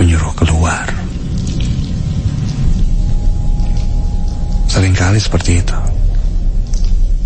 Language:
Indonesian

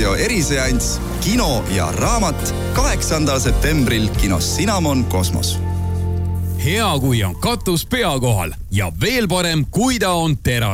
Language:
Estonian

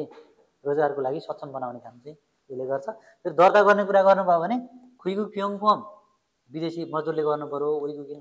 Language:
Nepali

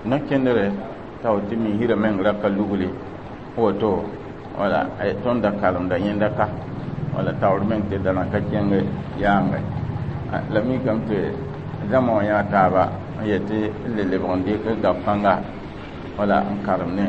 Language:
Mossi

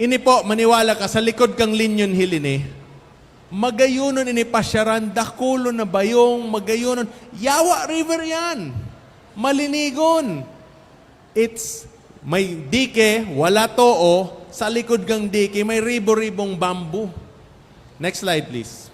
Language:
Bikol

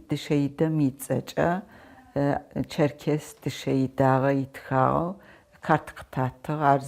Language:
Adyghe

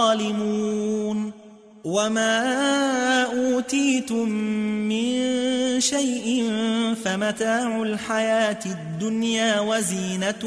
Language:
Arabic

